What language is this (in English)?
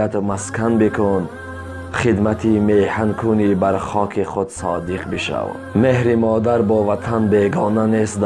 Tajik